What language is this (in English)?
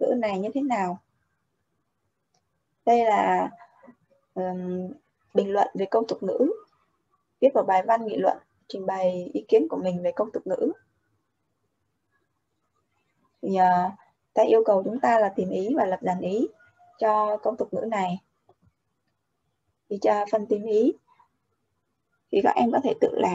Vietnamese